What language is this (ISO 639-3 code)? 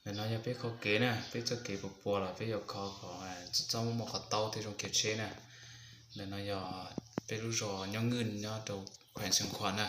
hmn